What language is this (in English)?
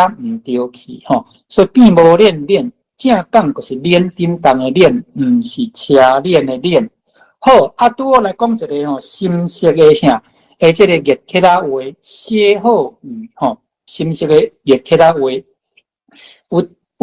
Min Nan Chinese